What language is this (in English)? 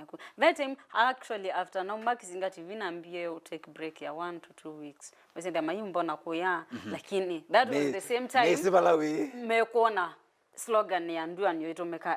Kamba